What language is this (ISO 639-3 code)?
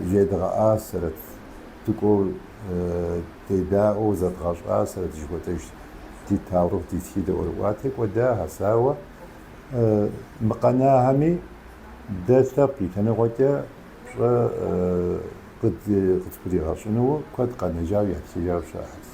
kbd